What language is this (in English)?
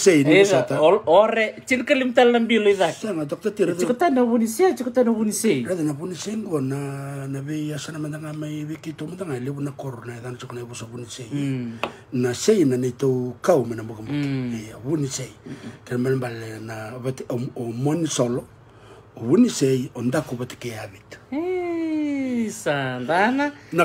Fijian